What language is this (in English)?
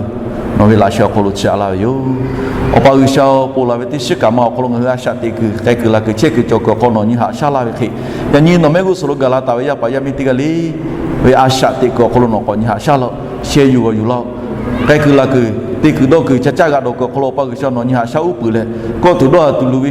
Lahu